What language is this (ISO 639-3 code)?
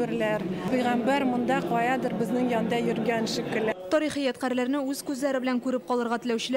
tat